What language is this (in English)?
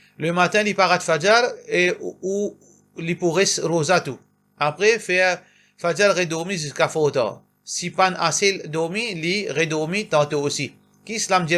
Morisyen